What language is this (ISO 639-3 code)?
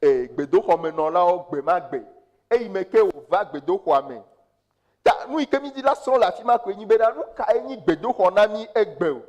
ewe